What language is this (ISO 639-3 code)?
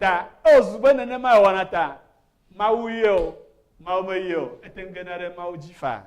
ewe